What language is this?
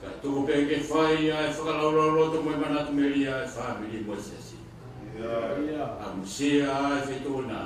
Tongan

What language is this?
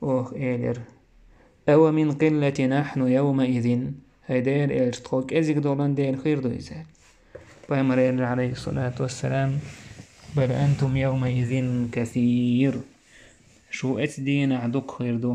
Chechen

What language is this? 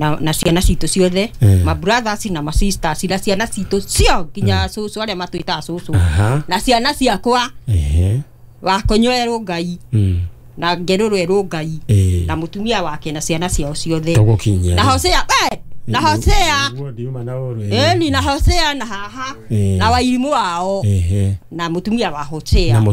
Kikuyu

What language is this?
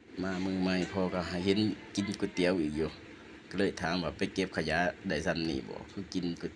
Northeastern Thai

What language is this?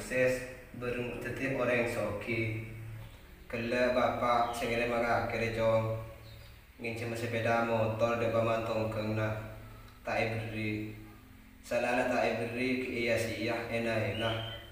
Madurese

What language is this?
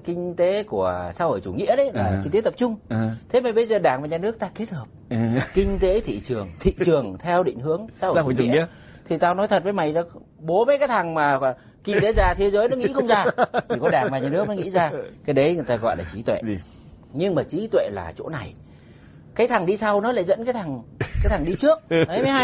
Vietnamese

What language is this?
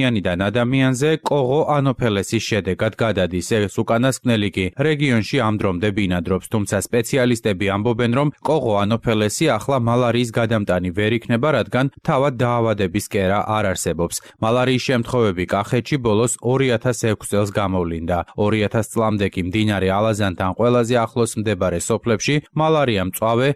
Georgian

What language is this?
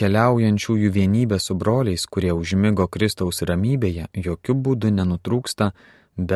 Lithuanian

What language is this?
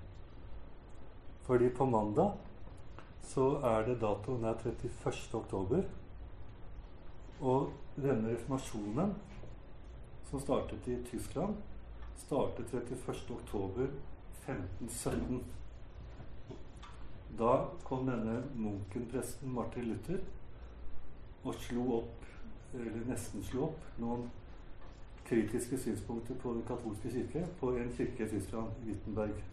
Norwegian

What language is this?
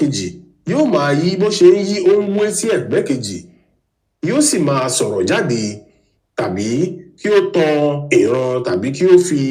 Yoruba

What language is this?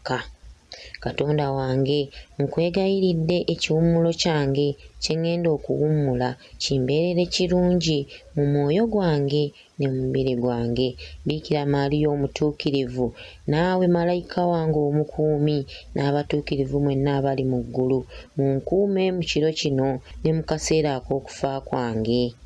Ganda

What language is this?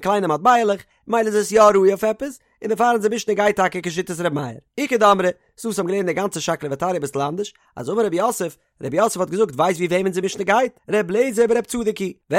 Yiddish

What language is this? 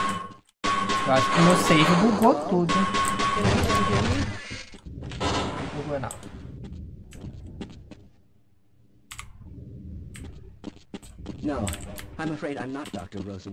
Portuguese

